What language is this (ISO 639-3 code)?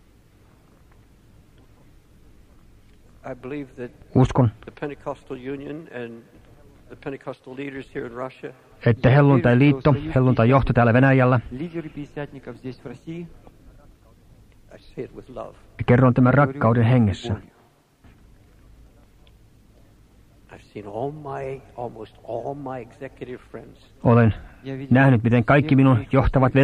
fin